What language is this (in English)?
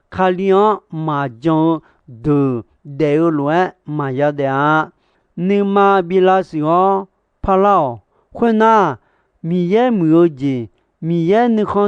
Akha